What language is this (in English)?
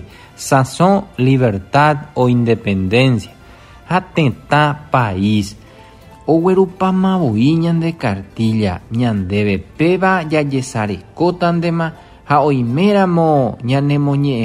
Guarani